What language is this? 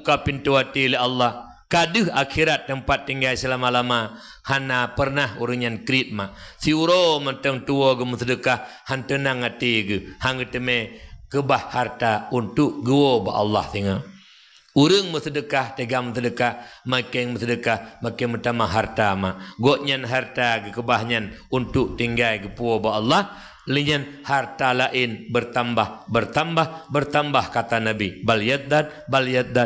Achinese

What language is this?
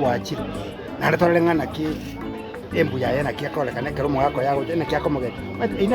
Gusii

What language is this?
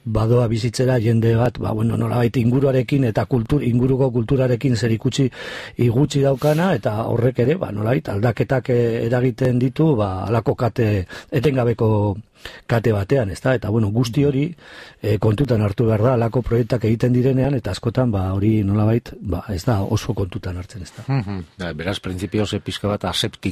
Basque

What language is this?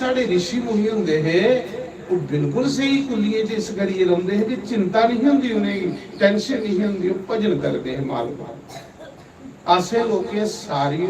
Dogri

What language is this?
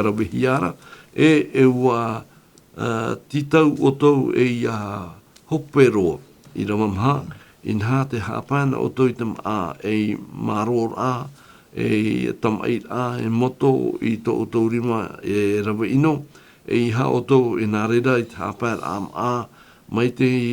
Tahitian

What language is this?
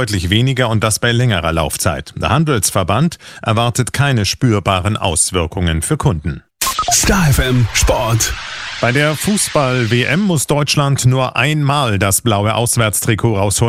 German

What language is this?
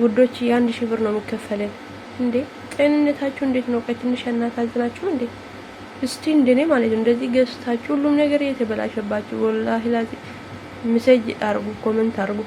Amharic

